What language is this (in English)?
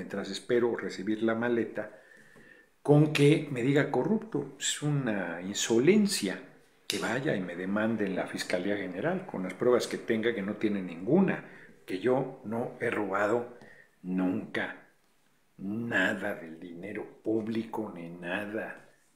Spanish